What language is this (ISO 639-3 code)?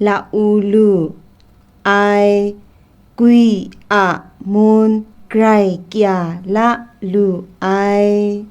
kac